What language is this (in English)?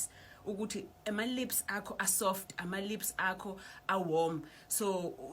Zulu